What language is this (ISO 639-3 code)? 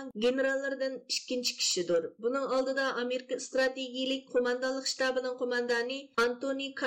uig